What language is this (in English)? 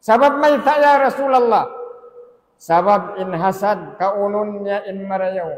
Tausug